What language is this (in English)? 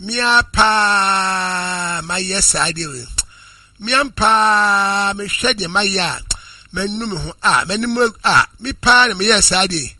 Akan